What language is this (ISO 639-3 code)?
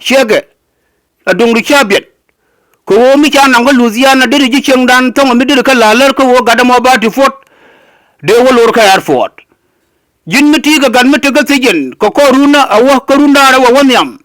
nus